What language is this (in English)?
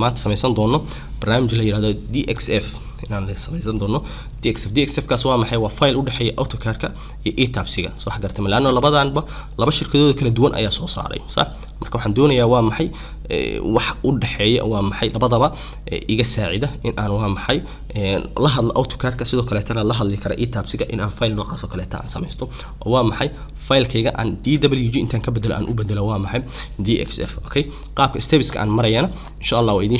Somali